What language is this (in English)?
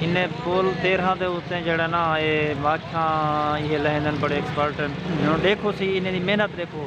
Saraiki